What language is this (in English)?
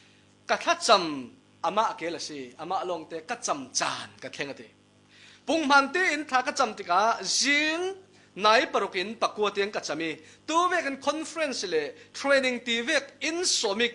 Falam Chin